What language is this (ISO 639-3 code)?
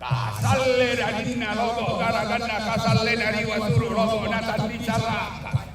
sda